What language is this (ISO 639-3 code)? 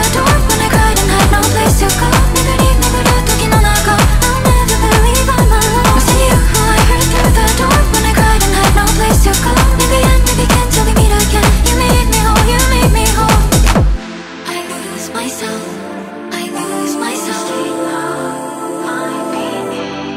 eng